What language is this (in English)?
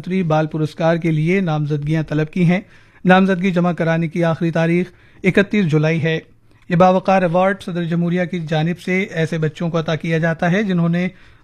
Urdu